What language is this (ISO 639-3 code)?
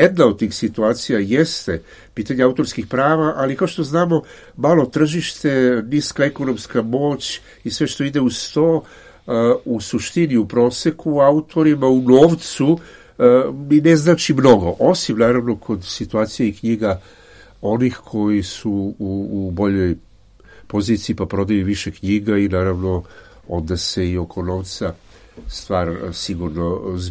srp